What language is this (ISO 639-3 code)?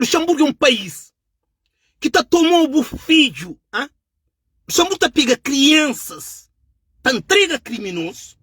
kea